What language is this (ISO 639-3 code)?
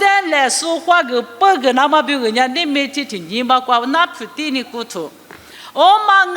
lis